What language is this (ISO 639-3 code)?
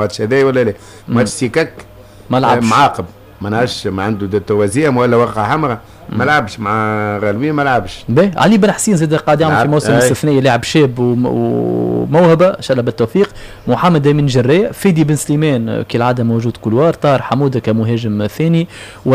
aeb